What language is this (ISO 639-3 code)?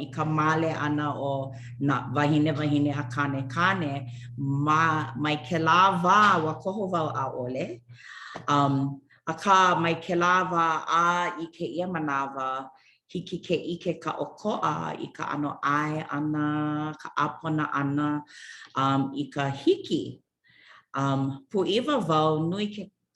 haw